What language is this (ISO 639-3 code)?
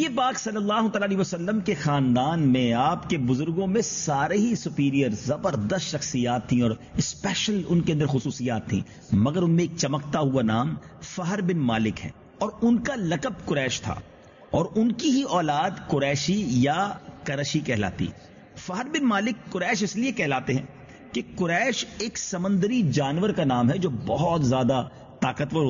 urd